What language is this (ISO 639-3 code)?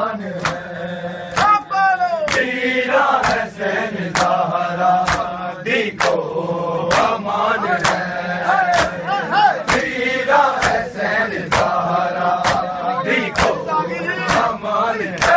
urd